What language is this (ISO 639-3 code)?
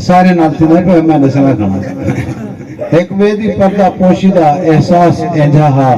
skr